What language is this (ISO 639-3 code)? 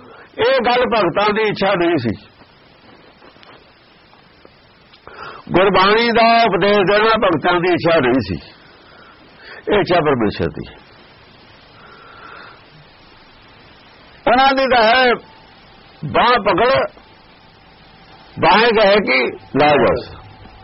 pan